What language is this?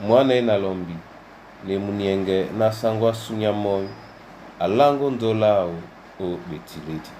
Duala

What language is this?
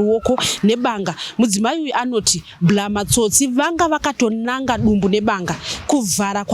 Shona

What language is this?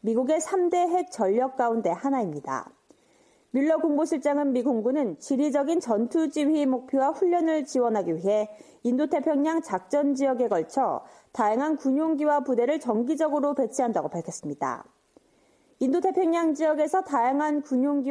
Korean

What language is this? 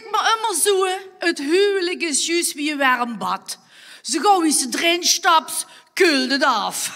Limburgish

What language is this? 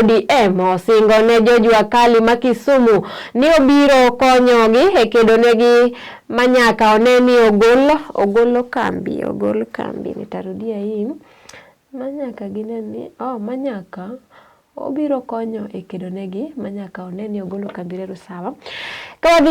Luo (Kenya and Tanzania)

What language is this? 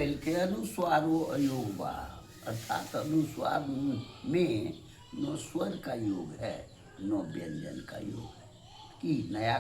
Angika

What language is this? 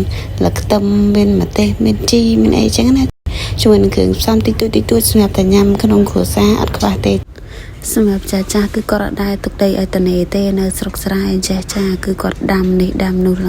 Khmer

